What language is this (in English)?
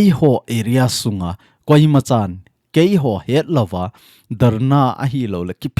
Thado Chin